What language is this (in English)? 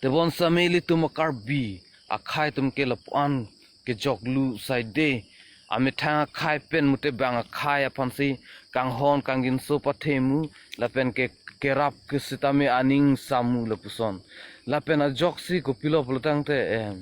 Karbi